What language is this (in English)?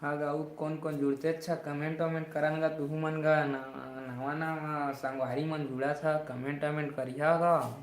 Chhattisgarhi